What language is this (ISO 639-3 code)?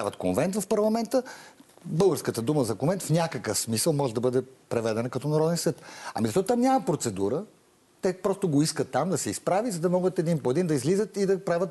bul